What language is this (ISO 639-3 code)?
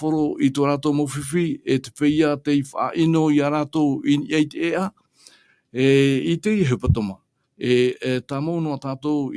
tah